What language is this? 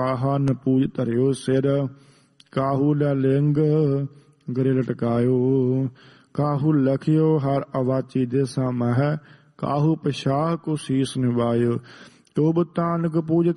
Punjabi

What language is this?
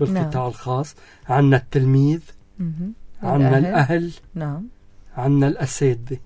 North Levantine Arabic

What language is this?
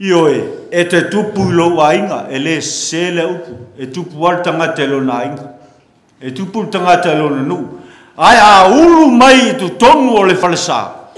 Samoan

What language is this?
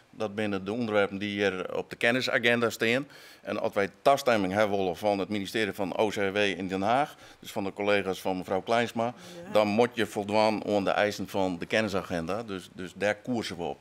Western Frisian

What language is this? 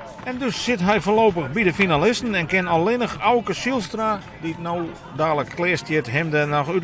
Western Frisian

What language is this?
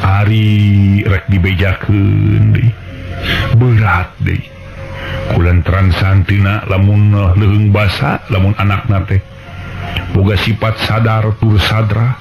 Sundanese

